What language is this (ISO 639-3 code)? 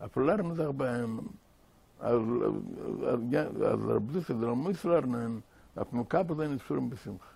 yid